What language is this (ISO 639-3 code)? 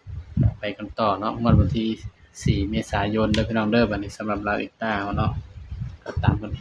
tts